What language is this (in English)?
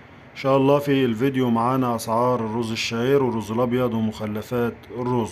Egyptian Arabic